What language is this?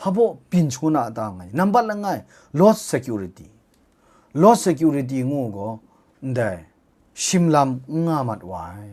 Kachin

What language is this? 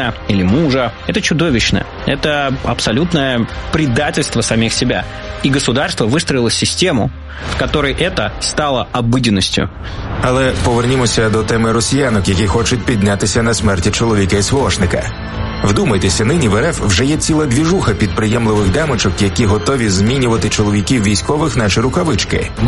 Ukrainian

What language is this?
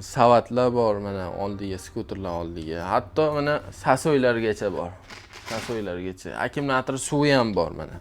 Uzbek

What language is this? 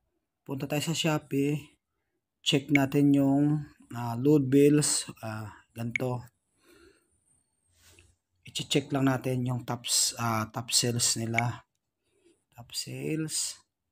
Filipino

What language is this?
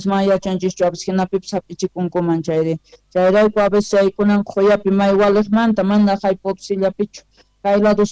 Quechua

